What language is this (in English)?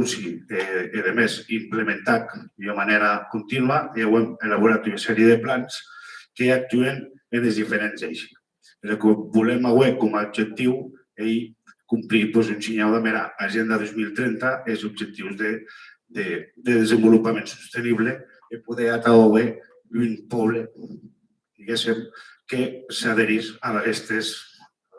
Occitan